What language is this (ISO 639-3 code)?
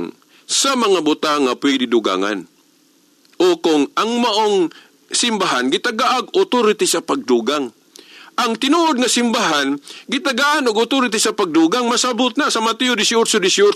ceb